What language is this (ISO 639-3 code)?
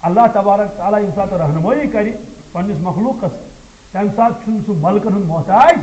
kas